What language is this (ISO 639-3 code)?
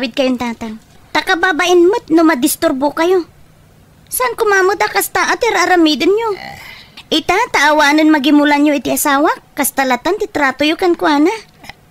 ilo